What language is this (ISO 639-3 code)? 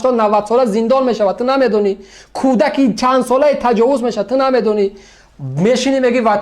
tgk